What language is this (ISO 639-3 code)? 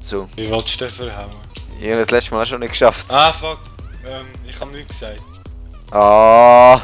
gsw